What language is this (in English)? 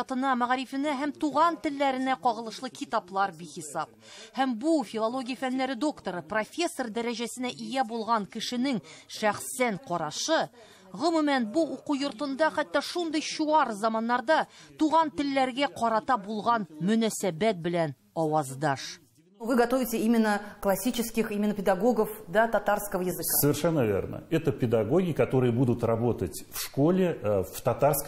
Tatar